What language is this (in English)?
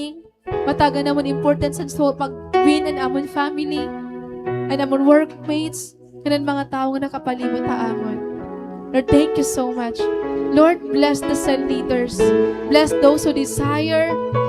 Waray